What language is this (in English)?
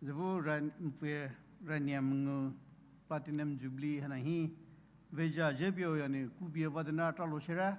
Poumei Naga